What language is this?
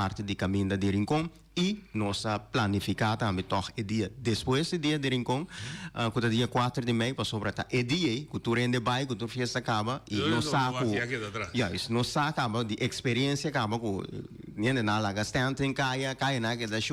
Papiamento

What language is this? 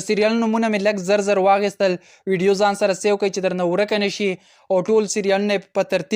Pashto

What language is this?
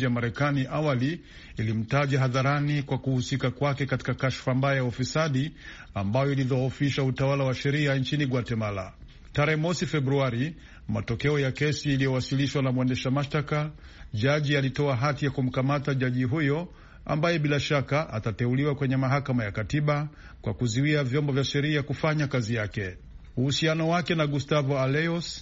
Swahili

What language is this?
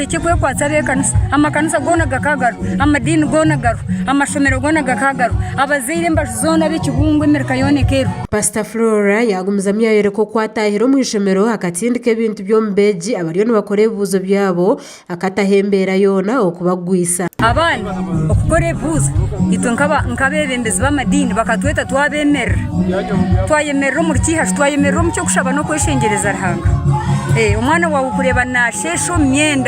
Nyankole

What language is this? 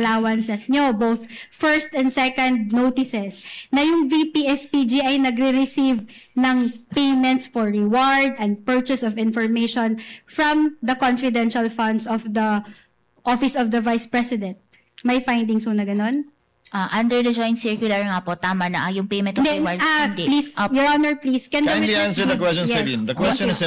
Filipino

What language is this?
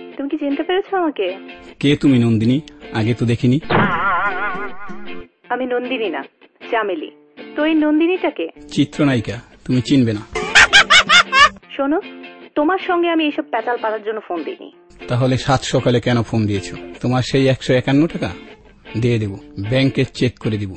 Bangla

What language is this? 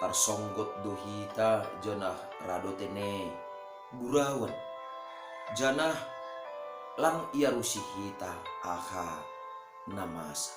Batak Simalungun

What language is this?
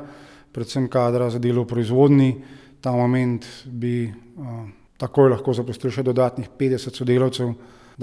Slovenian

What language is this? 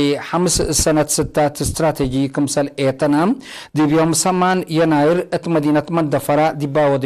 Tigre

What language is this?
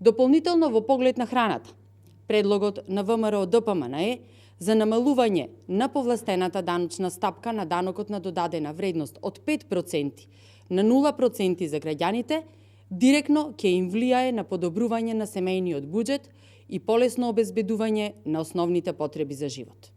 Macedonian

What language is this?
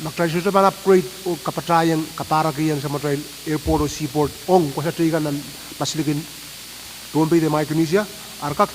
Pohnpeian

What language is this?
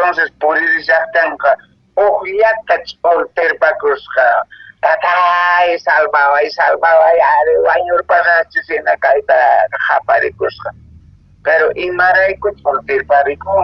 Quechua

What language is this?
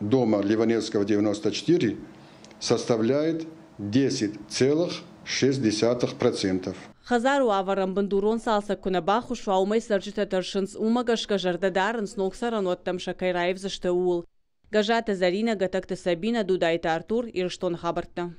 Ossetic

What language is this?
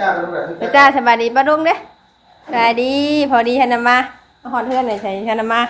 Northeastern Thai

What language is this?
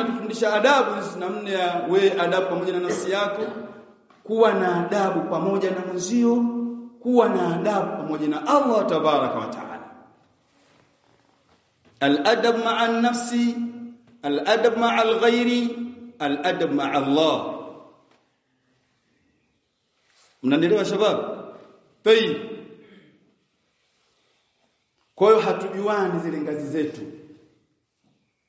Swahili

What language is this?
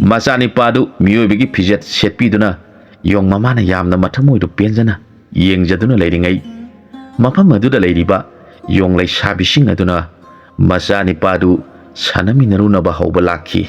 Manipuri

